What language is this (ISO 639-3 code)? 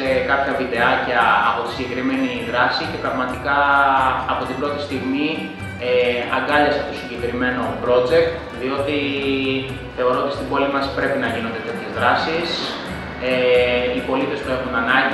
ell